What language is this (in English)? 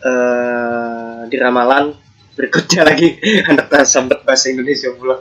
Banjar